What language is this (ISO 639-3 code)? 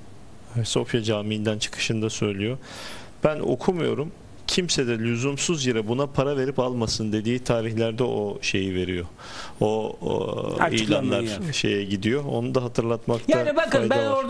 tur